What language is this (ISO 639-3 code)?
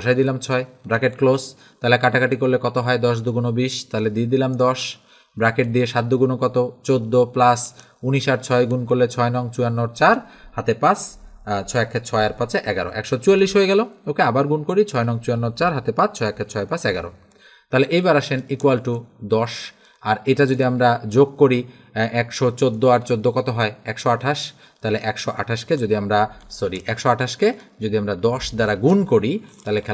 ben